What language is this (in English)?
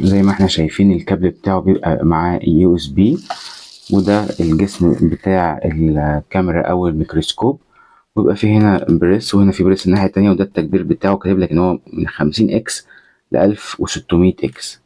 Egyptian Arabic